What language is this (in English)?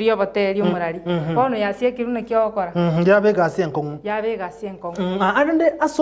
Gusii